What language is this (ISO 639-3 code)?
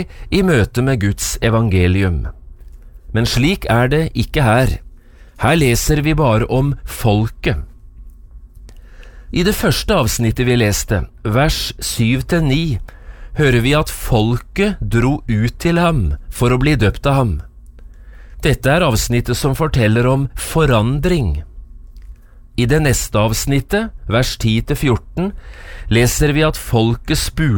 nor